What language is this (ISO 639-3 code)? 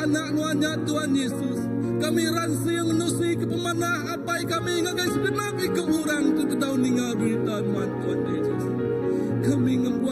iba